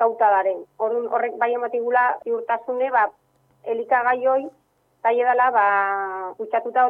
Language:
Basque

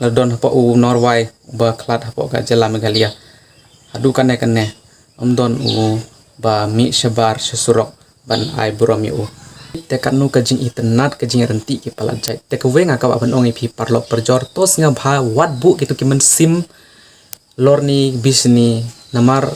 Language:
Khasi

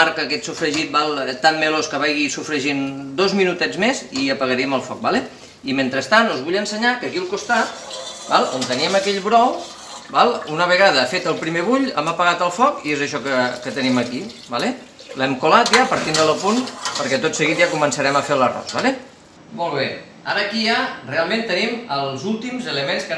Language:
Catalan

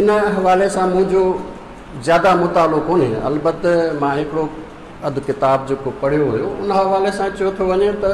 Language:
Sindhi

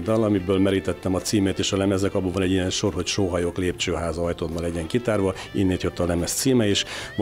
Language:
Hungarian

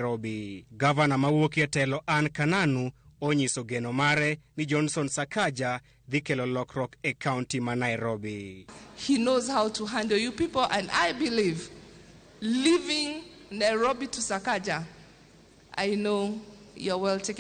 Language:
Luo (Kenya and Tanzania)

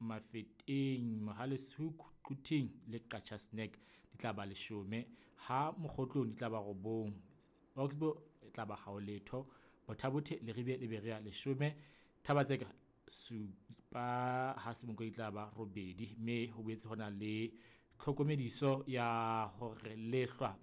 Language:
Southern Sotho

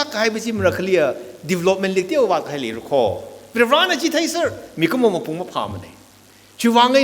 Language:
Tangkhul Naga (India)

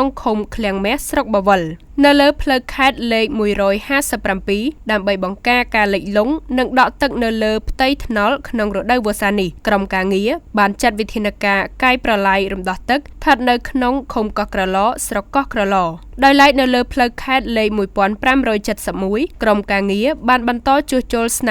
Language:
Khmer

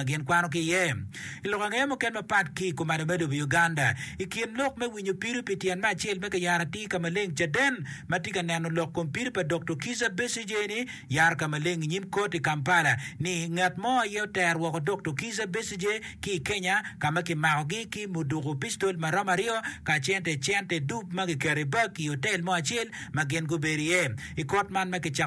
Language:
Acoli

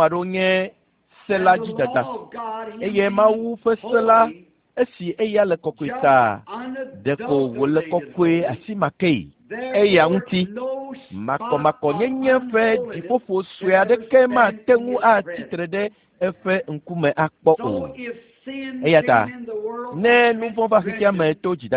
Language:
Ewe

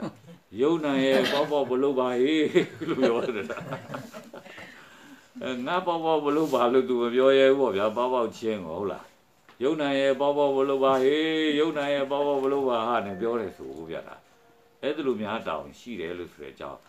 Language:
Burmese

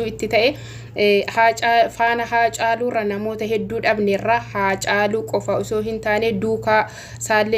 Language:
Oromo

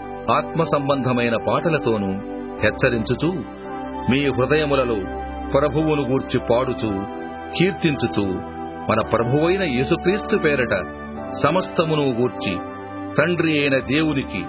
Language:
Telugu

